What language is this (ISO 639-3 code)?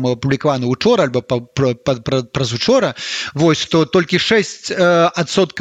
bel